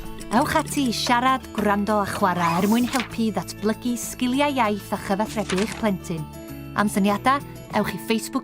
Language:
Welsh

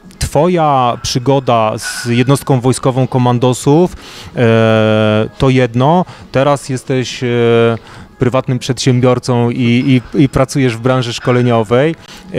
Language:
Polish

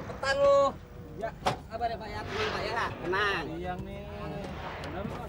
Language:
Betawi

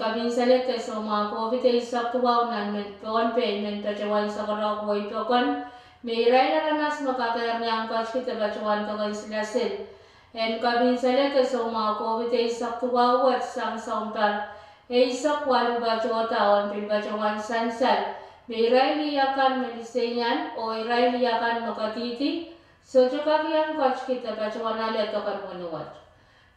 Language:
Pohnpeian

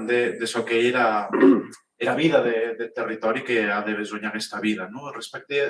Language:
Occitan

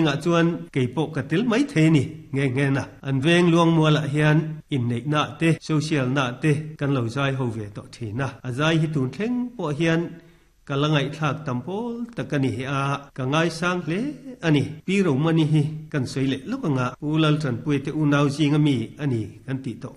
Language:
Mizo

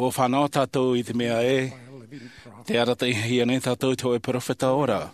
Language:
Tahitian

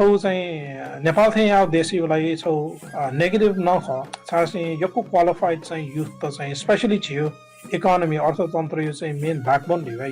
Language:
Newari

